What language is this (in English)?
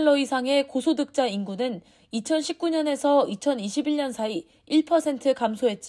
Korean